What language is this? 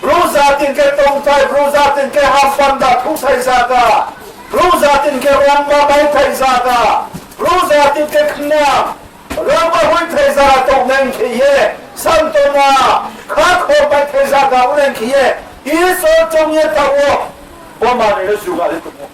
Riang (India)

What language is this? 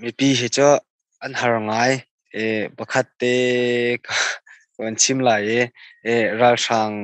Hakha Chin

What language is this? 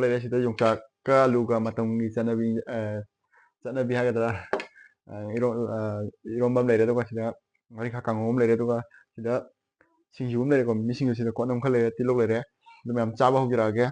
Manipuri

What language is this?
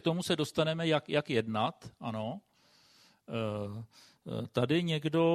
Czech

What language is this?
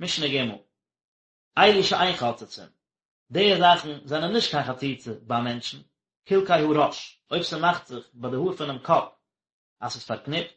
Yiddish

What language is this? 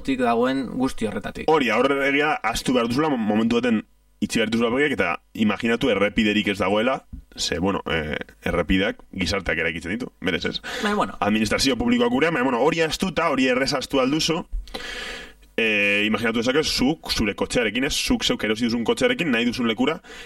Basque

